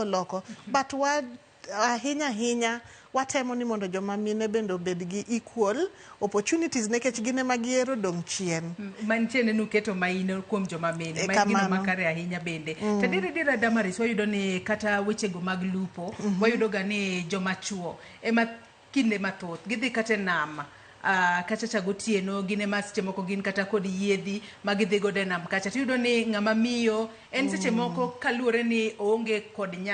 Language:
Luo (Kenya and Tanzania)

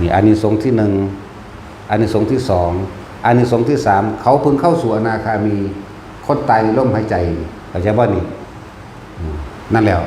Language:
Northeastern Thai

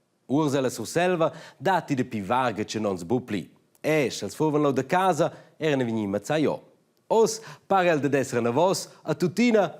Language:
Romansh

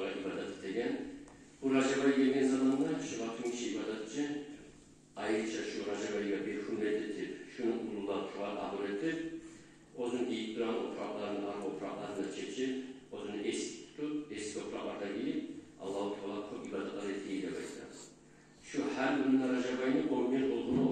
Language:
Kumyk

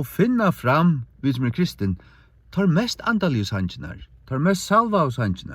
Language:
Faroese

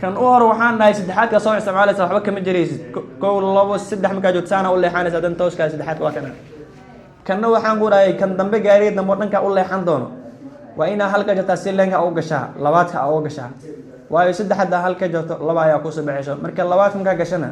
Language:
Somali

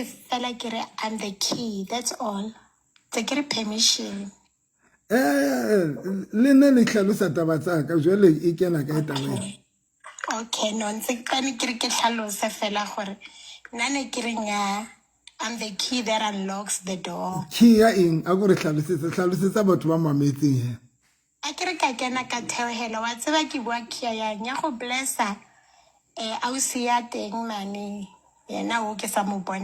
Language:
Southern Sotho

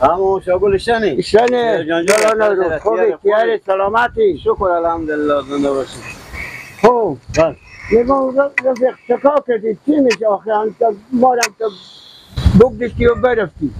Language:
Persian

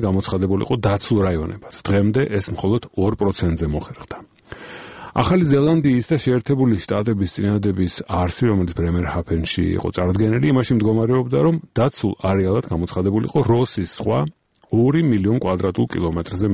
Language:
Georgian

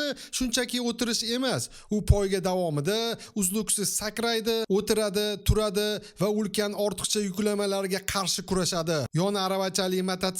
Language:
Uzbek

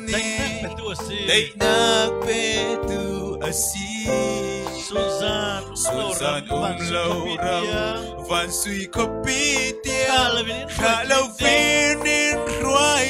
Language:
Falam Chin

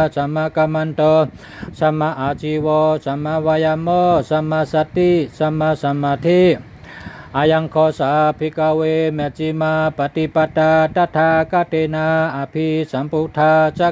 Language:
Shan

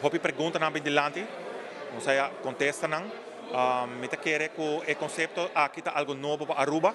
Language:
Papiamento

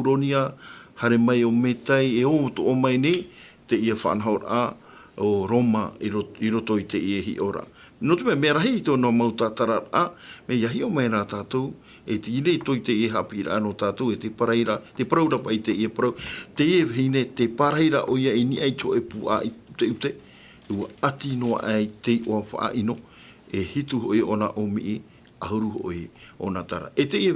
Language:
Tahitian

